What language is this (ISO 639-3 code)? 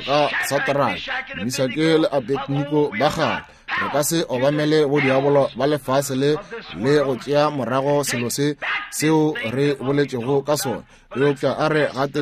nso